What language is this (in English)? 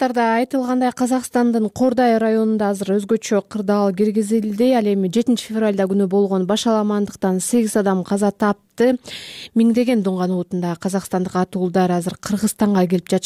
Kyrgyz